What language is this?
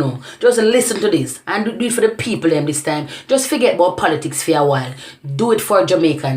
Jamaican Creole English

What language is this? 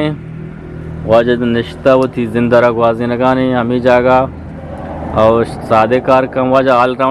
Eastern Balochi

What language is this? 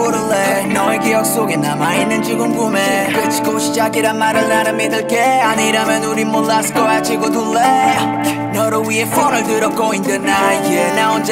Korean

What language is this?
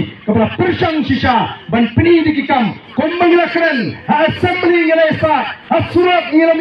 Khasi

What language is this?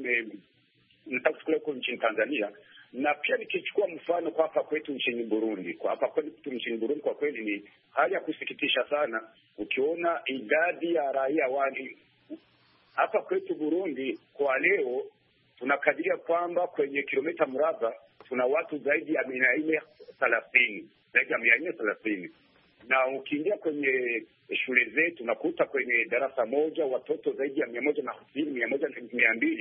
Swahili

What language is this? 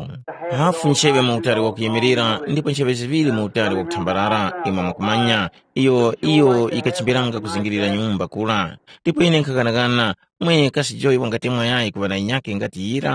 Tumbuka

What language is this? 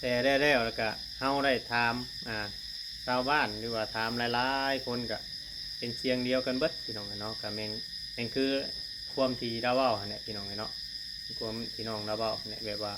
Northeastern Thai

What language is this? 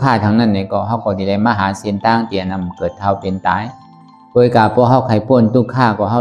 Shan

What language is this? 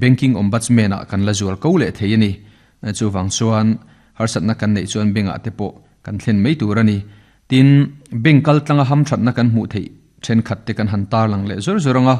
Mizo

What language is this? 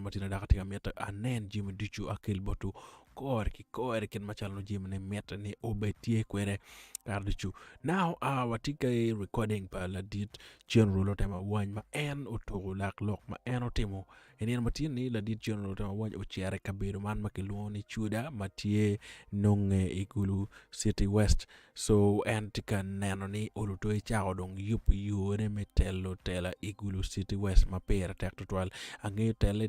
Acoli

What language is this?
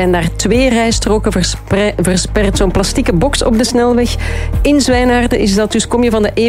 Dutch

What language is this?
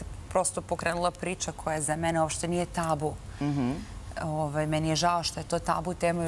Serbian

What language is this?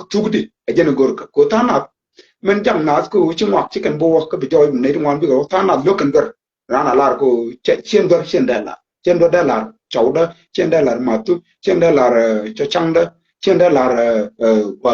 Nuer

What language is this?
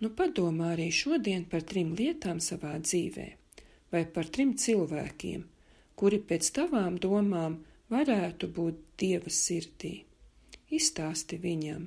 Latvian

